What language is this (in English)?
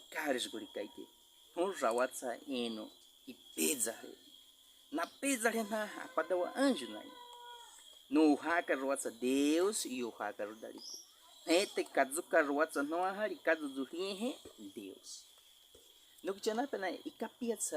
Baniwa